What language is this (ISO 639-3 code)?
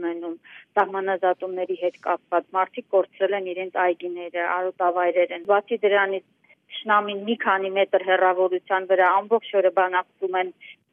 hye